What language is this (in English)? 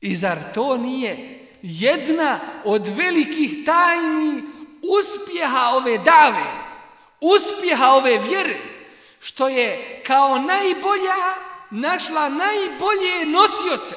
Bosnian